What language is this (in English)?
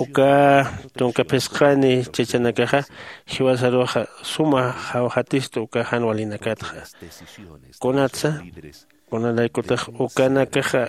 Aymara